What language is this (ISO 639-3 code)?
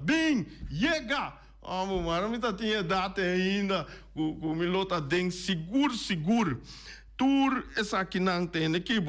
pap